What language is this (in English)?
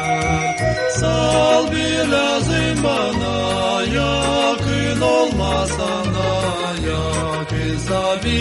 Gagauz